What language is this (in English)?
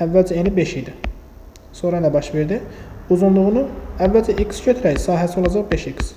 Azerbaijani